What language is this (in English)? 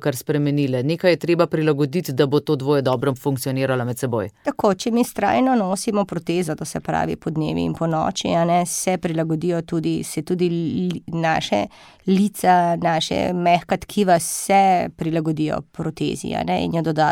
Slovenian